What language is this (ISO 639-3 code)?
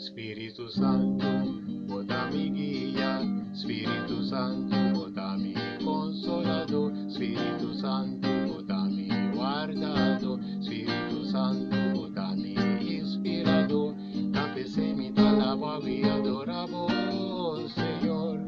pap